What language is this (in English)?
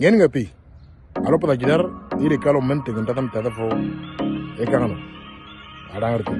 Moro